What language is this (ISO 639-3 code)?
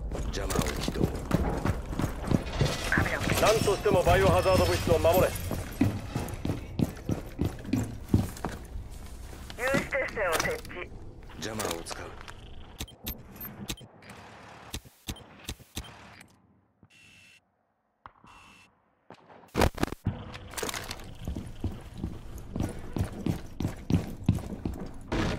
jpn